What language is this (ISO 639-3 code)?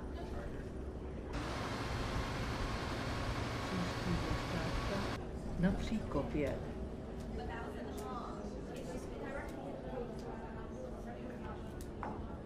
ces